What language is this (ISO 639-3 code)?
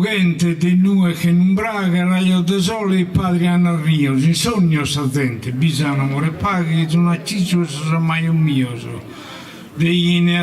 srd